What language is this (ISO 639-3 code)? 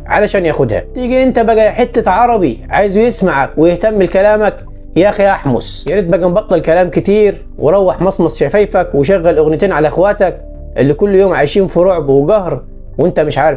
arz